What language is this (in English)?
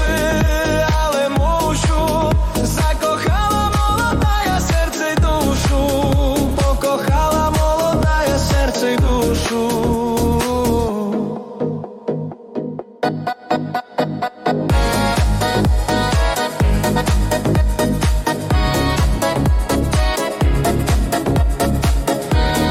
Ukrainian